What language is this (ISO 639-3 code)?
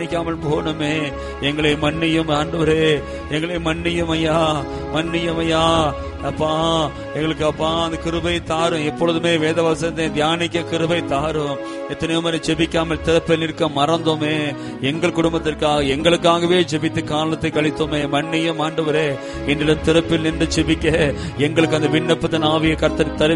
tam